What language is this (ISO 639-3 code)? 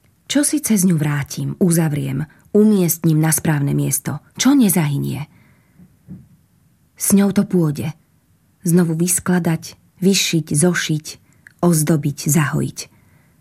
slk